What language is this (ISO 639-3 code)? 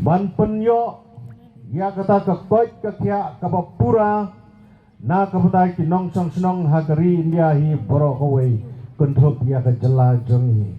kha